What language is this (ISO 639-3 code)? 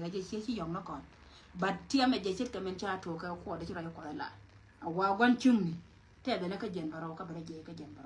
nus